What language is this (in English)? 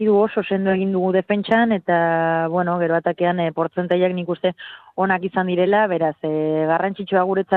Basque